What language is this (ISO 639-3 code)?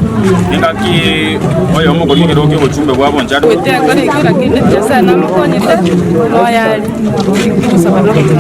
guz